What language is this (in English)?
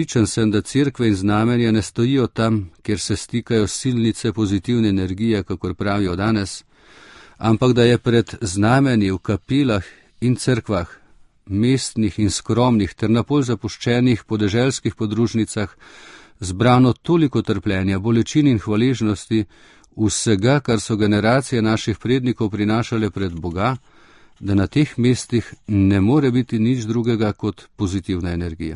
Slovenian